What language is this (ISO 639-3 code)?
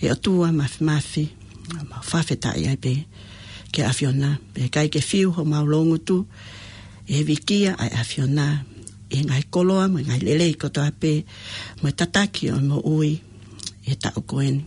ton